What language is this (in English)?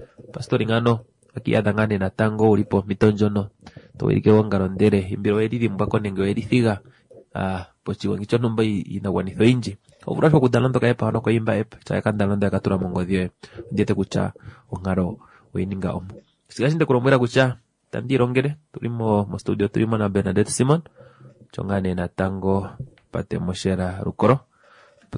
Kuanyama